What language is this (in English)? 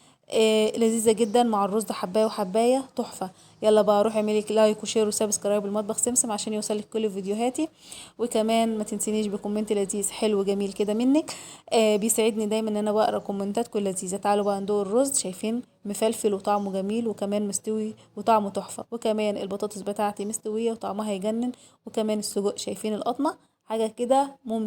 Egyptian Arabic